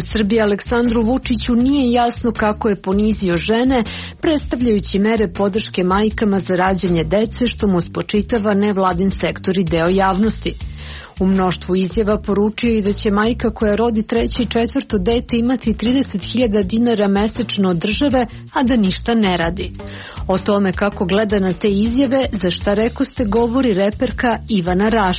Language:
Serbian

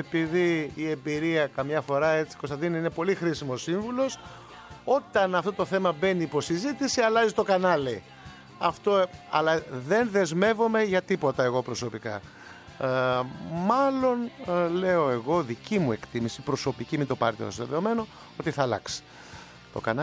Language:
Greek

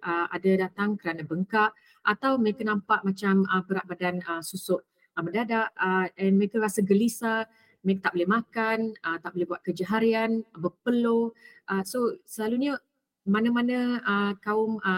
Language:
Malay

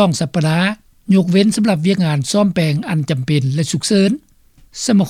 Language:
Lao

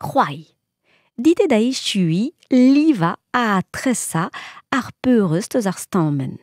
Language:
Breton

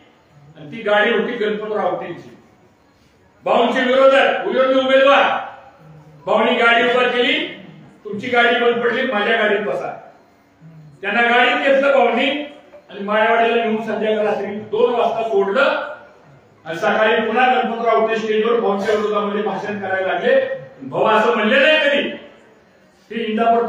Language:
Marathi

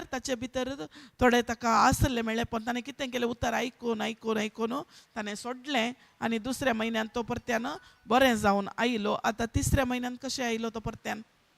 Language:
Konkani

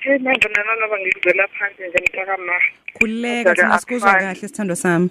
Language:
Zulu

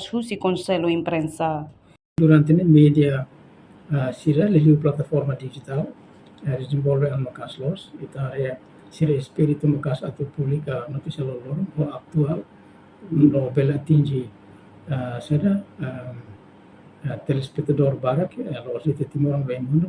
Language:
Tetum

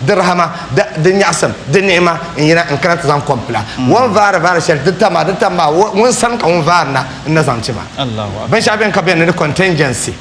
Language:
Dagbani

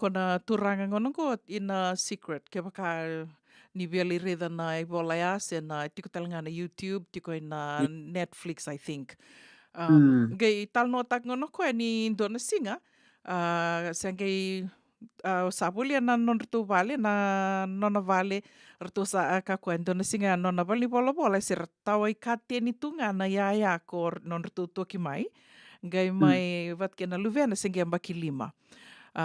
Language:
Fijian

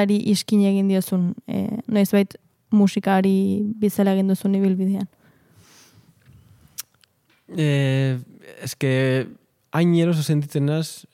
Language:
Basque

